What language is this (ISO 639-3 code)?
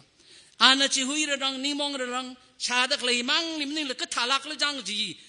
nmf